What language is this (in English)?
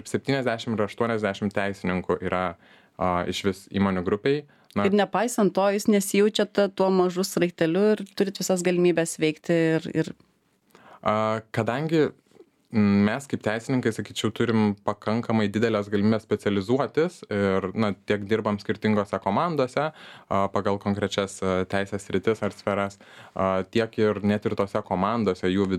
Lithuanian